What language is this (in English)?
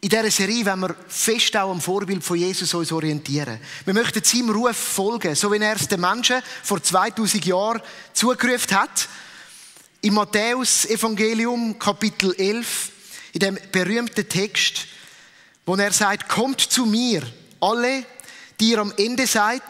Swiss German